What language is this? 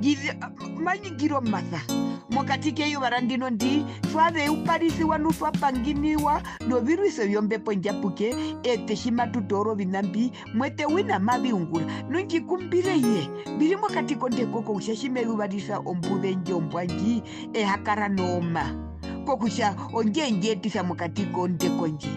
Herero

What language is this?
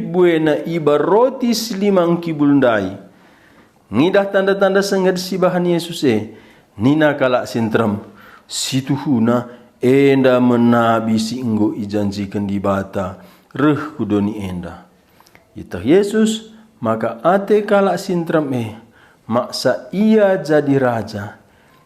Batak Karo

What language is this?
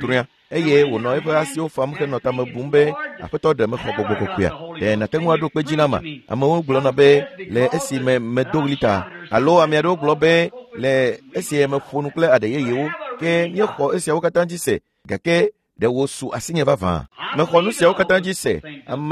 Ewe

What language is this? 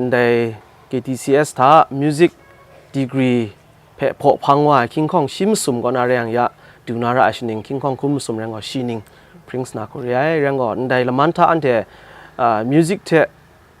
Kachin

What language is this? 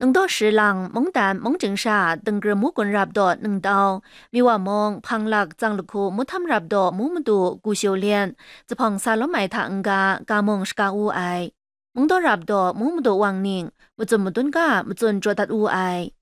Kachin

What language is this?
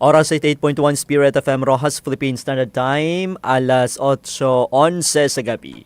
Hiligaynon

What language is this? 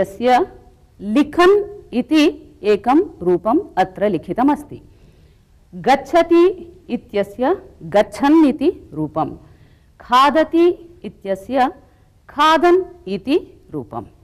Sanskrit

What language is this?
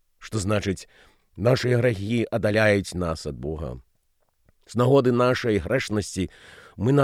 Belarusian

